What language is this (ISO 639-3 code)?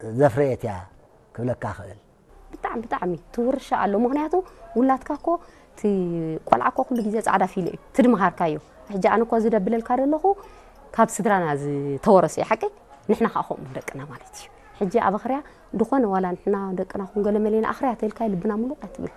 tir